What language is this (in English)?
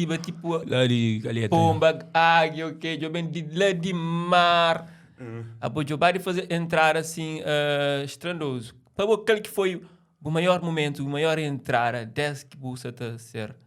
Kabuverdianu